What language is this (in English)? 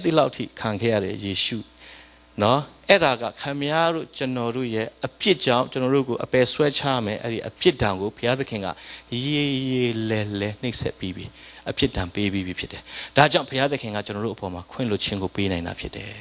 Burmese